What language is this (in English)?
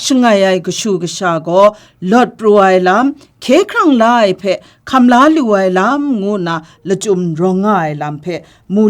Kachin